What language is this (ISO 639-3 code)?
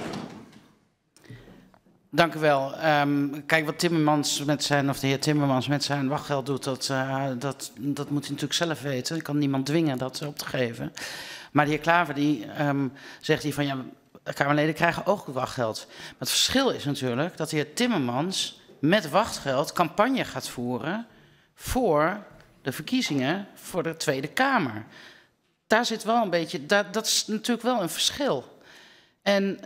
nld